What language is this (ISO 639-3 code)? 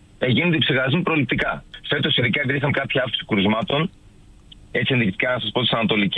ell